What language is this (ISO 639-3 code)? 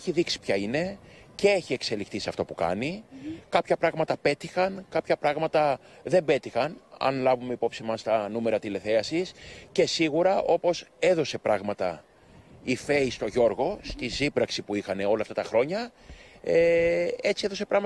ell